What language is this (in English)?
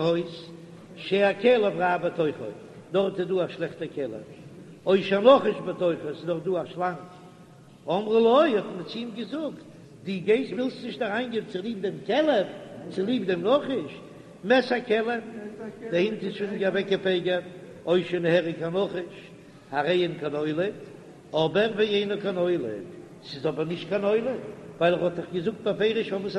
Yiddish